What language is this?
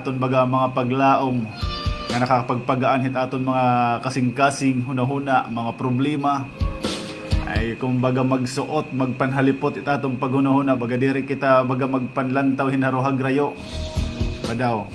Waray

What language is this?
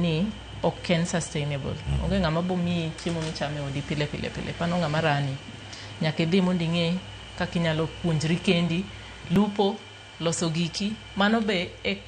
Luo (Kenya and Tanzania)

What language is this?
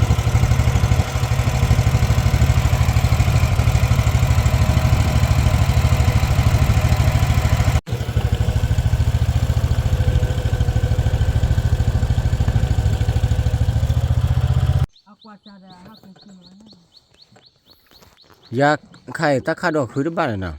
S'gaw Karen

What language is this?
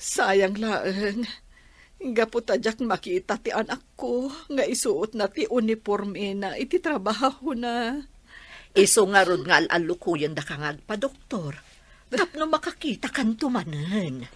Iloko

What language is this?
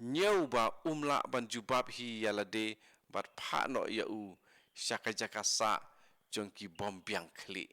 Khasi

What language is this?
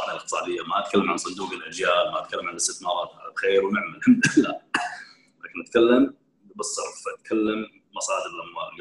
Gulf Arabic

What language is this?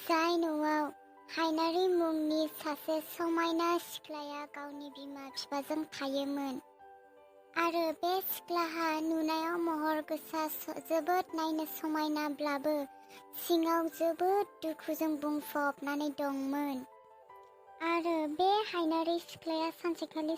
Bodo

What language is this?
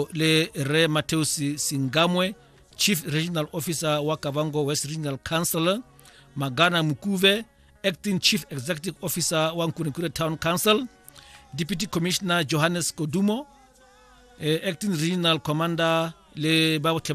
Tswana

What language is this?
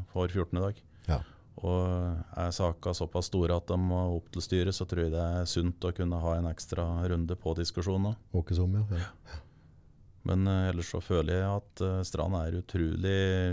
Norwegian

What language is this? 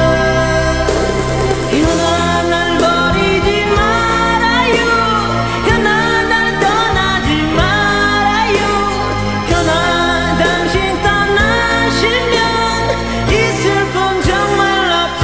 Korean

